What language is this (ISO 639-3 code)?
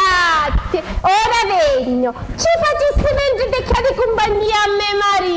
scn